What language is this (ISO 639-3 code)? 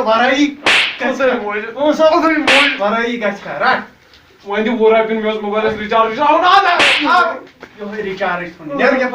kas